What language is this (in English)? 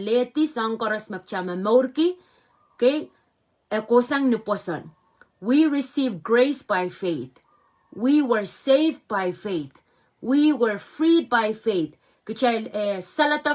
Pohnpeian